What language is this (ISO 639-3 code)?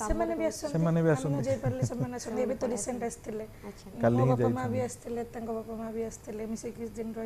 ori